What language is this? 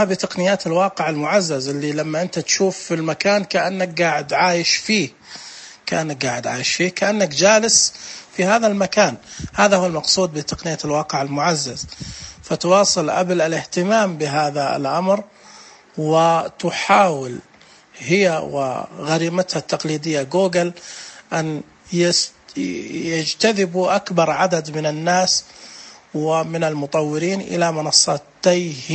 Najdi Arabic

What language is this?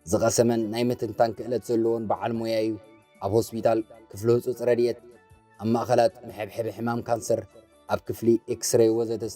Tigrinya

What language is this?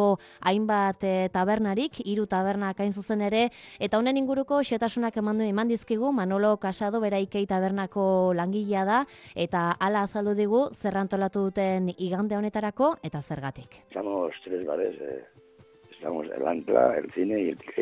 Basque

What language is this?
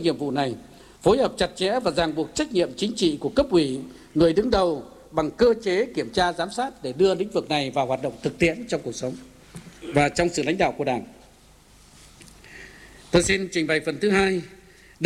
Vietnamese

